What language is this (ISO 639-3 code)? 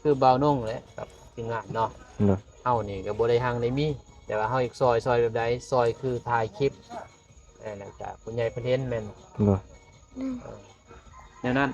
lao